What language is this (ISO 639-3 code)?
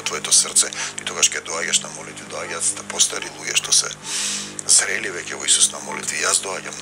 mkd